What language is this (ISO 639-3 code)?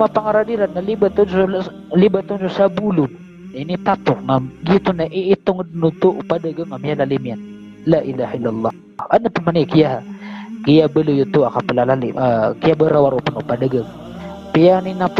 mrw